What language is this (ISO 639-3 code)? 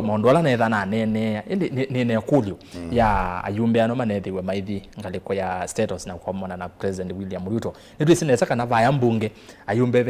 kam